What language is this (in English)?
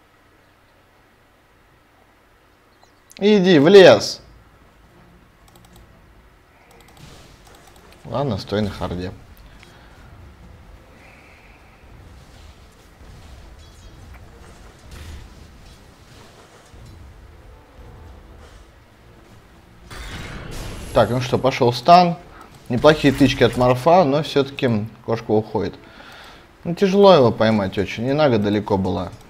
Russian